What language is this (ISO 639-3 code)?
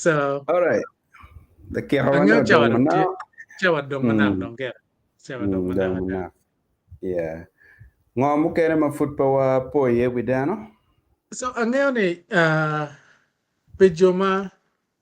ach